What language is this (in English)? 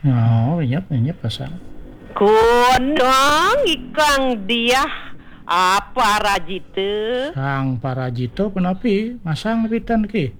Balinese